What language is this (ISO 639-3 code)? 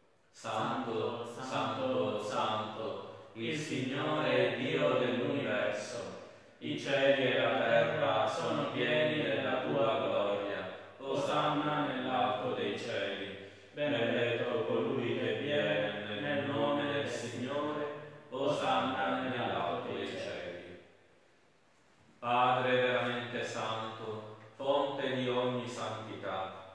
ita